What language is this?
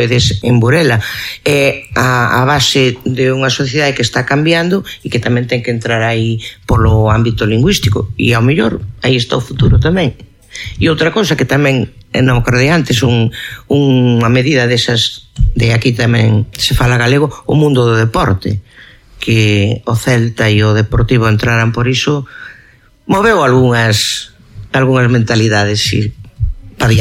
Galician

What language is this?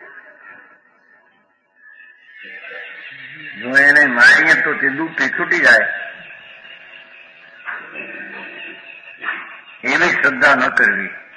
Gujarati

